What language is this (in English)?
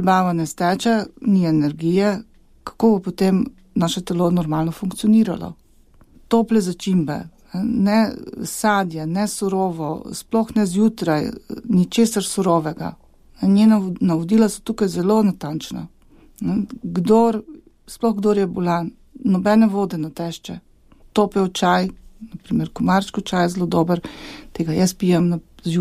Slovenian